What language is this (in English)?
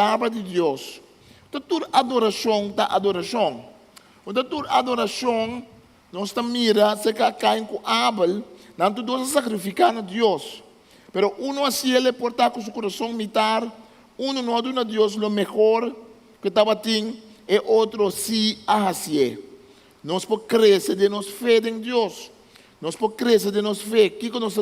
Papiamento